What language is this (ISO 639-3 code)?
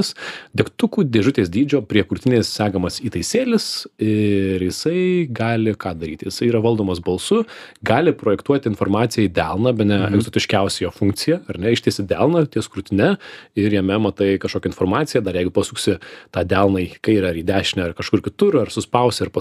lit